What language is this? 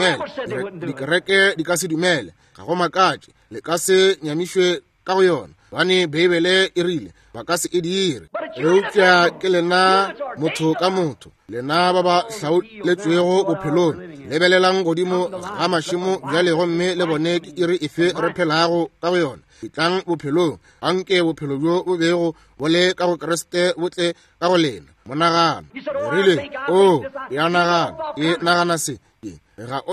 Northern Sotho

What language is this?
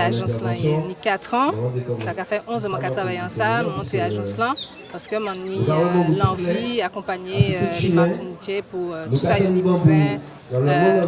Guadeloupean Creole French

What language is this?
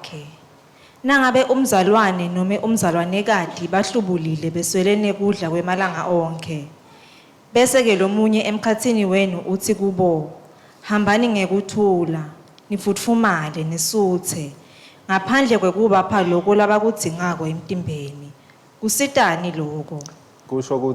Swati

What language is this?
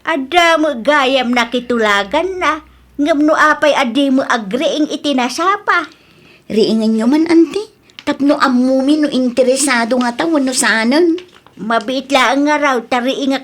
Iloko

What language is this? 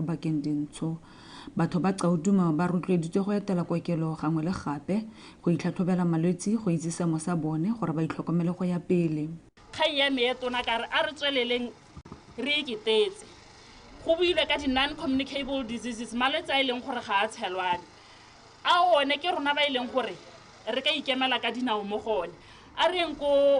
Tswana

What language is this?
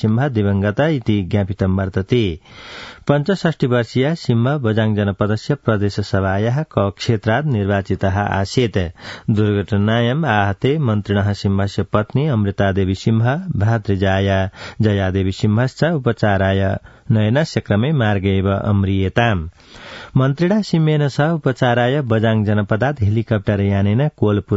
Sanskrit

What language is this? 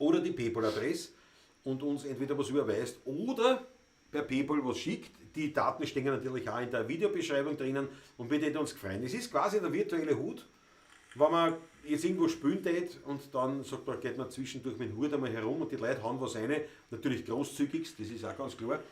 Bavarian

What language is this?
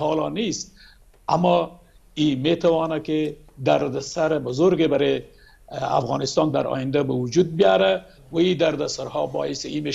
Persian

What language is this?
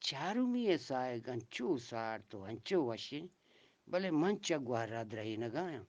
Eastern Balochi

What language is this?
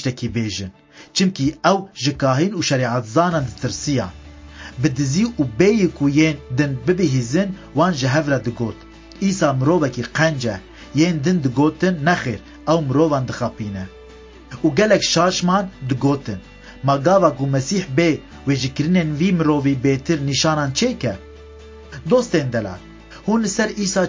Kurdish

